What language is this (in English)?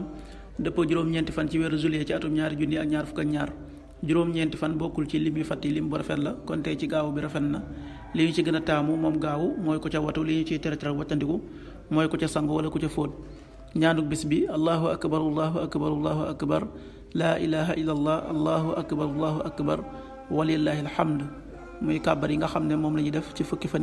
Wolof